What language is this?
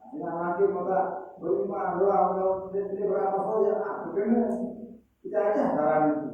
Sasak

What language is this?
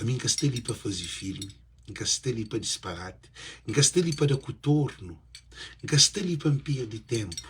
Kabuverdianu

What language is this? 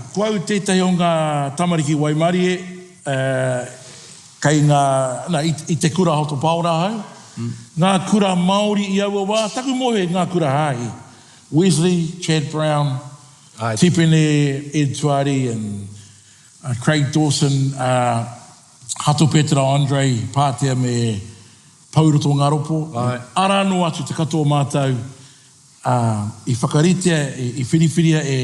Māori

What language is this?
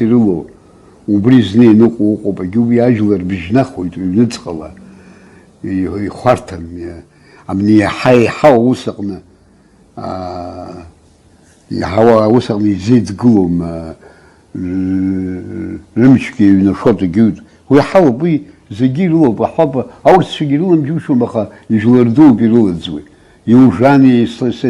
Abkhazian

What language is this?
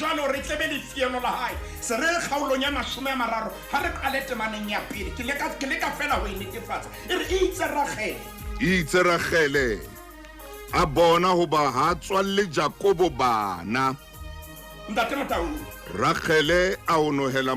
Southern Sotho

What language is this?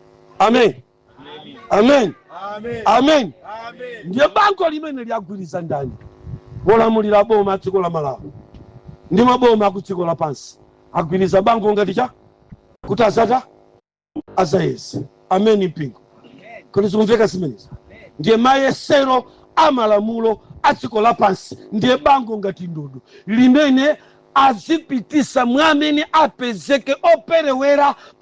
Nyanja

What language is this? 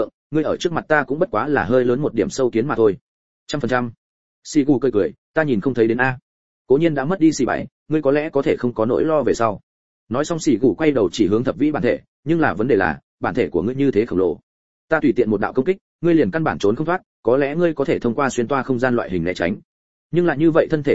Vietnamese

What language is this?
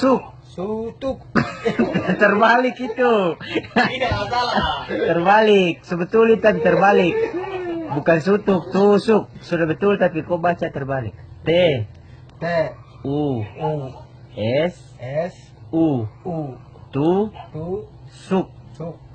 Ambonese Malay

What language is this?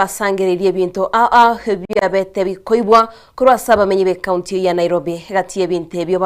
Gusii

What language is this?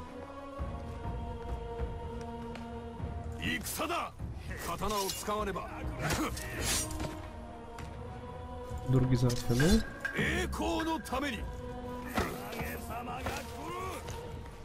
Japanese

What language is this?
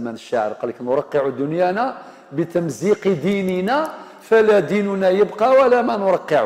Algerian Arabic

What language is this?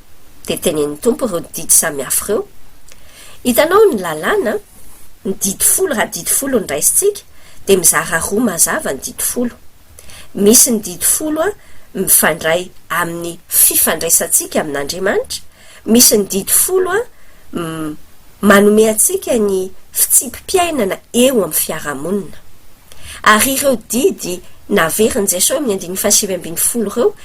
Malagasy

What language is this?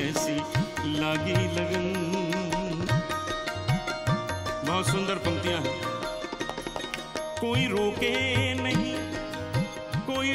Hindi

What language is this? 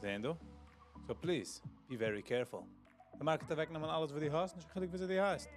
Yiddish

